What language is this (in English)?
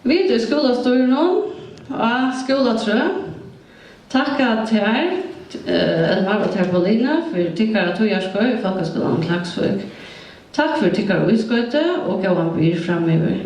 Faroese